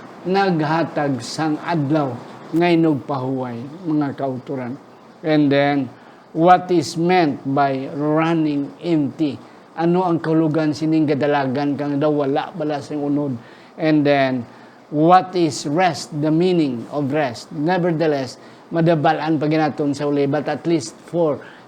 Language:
Hiligaynon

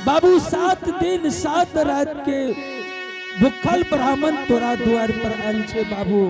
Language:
Angika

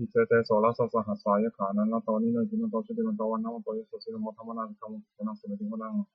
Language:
Pali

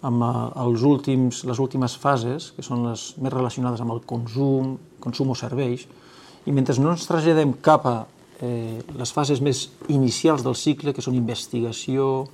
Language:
Catalan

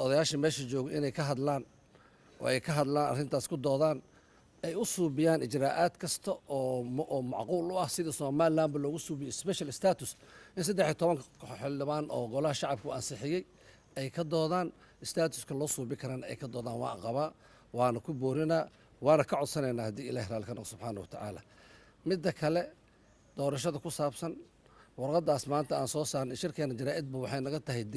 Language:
Somali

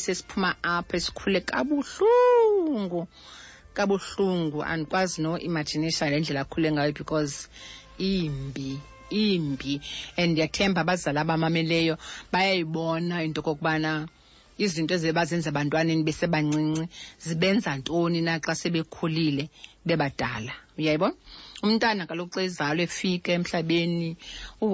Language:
Xhosa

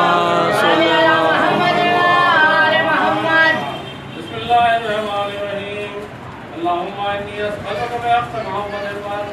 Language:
Urdu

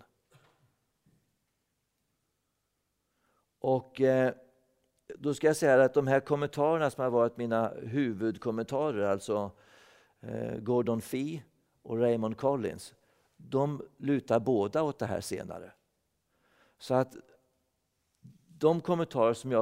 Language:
Swedish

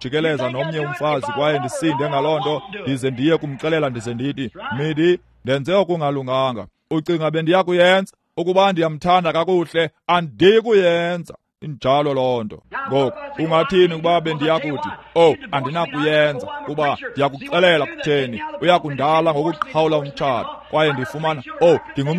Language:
Xhosa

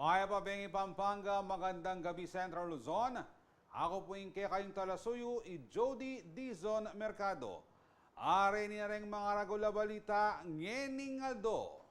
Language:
Pampanga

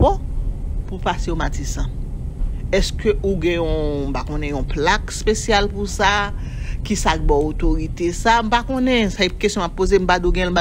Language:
Haitian Creole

